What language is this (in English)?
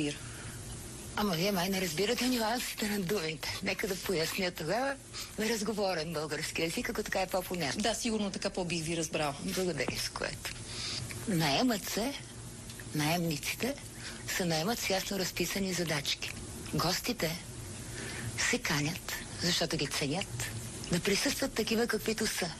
Bulgarian